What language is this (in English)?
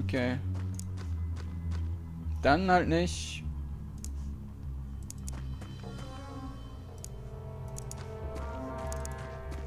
German